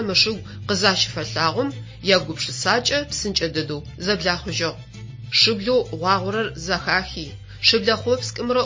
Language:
Adyghe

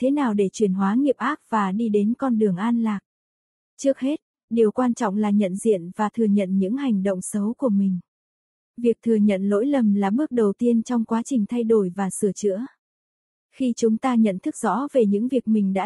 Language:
Vietnamese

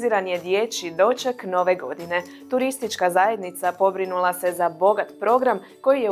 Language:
Croatian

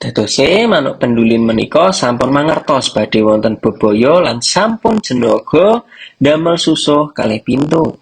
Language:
Javanese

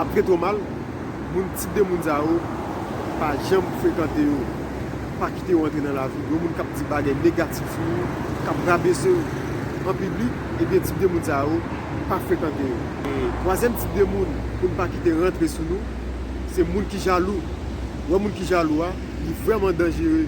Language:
Haitian Creole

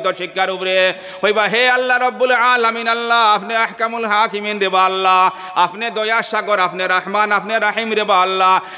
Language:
Sylheti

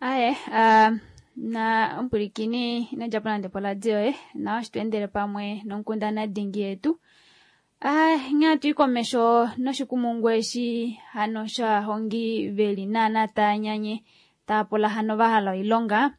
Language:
Kuanyama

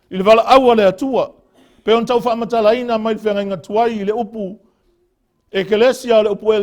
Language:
Samoan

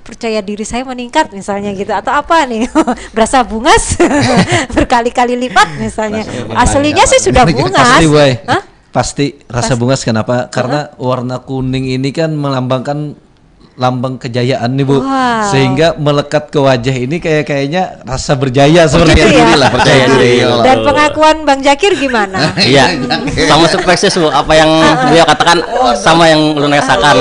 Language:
Banjar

